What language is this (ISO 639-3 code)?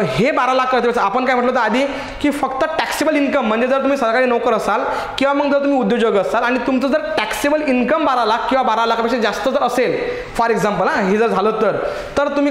mar